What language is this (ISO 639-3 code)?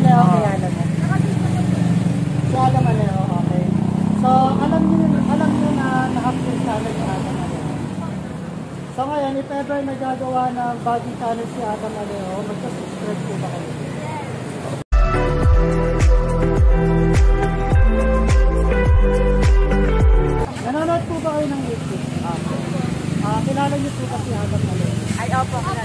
fil